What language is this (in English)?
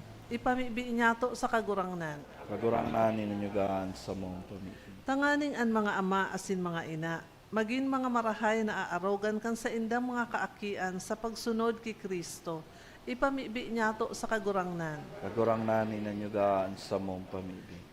Bikol